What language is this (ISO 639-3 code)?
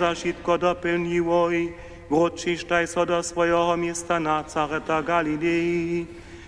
hsb